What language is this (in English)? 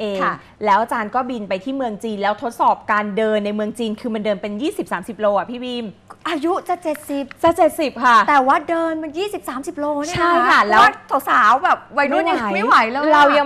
Thai